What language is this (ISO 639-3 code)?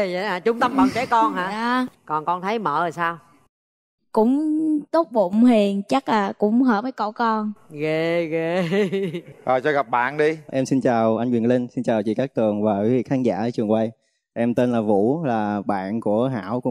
vie